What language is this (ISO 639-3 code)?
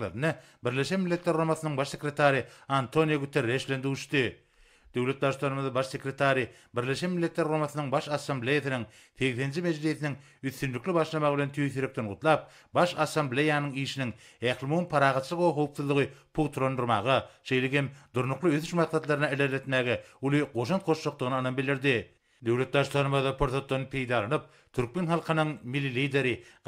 tuk